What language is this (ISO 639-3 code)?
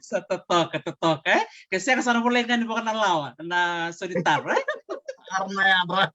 fij